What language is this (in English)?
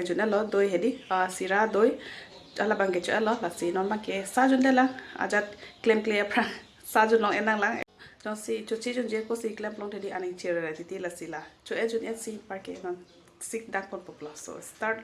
Karbi